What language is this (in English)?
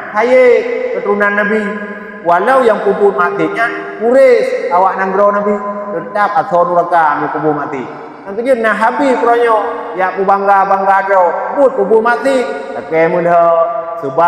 Achinese